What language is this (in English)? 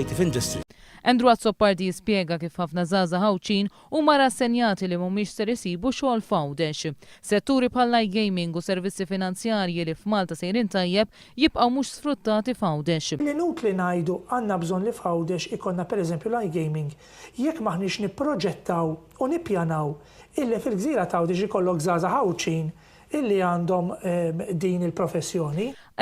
Maltese